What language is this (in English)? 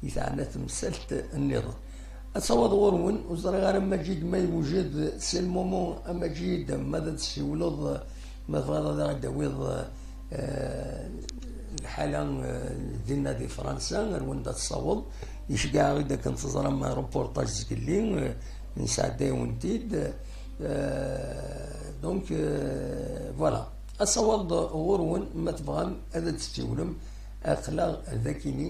Kabyle